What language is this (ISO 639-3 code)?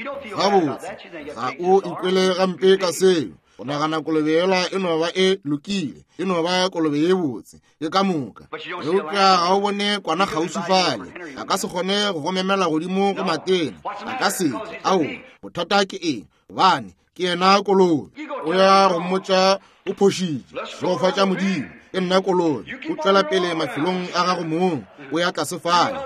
nso